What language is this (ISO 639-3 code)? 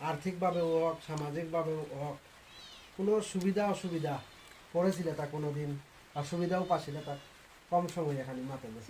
bpy